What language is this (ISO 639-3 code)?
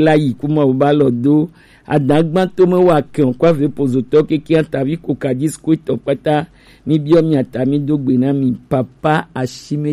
gej